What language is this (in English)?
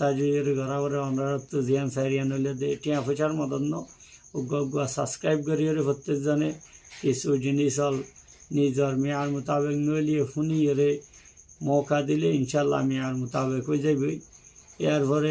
Rohingya